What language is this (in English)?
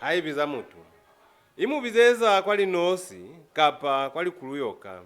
Lozi